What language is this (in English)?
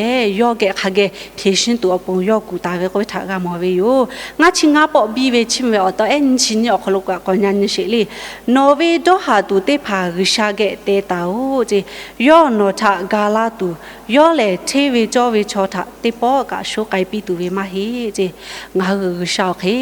Lahu